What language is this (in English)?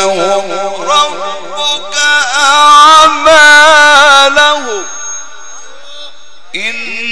Arabic